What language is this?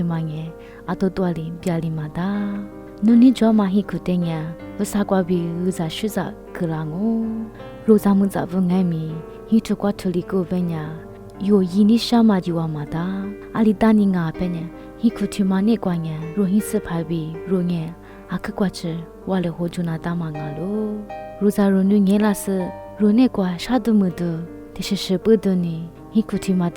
Lisu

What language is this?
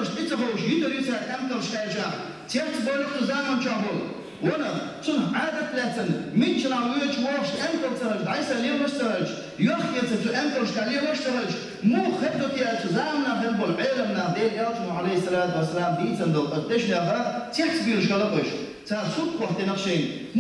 Chechen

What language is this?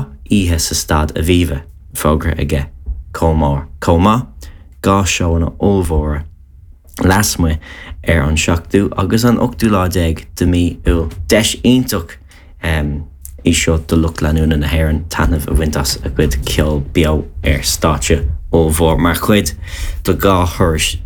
Irish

